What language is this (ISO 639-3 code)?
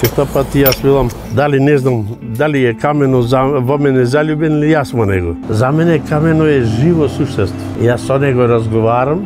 mkd